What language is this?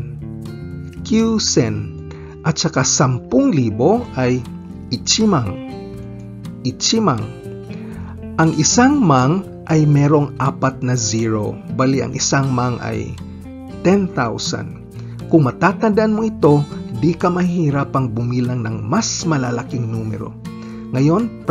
Filipino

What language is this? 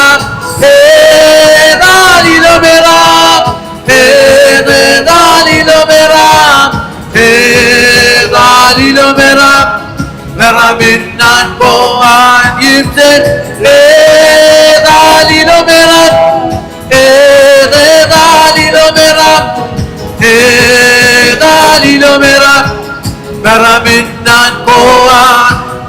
Marshallese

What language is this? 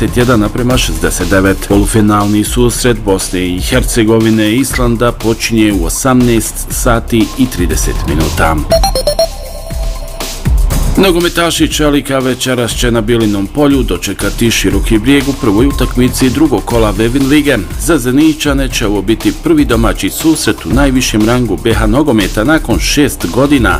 Bosnian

